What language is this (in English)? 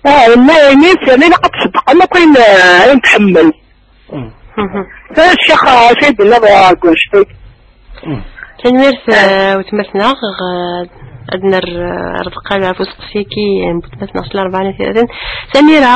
Kabyle